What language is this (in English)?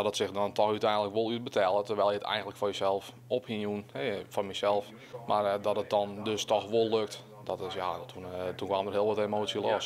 Western Frisian